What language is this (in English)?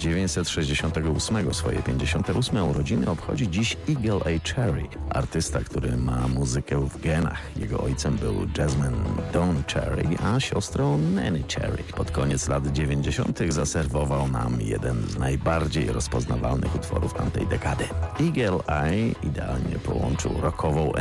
Polish